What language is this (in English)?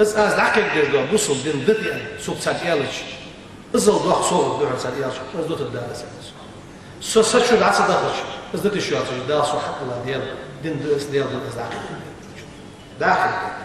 Ingush